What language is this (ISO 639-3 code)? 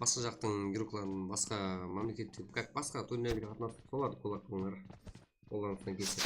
kaa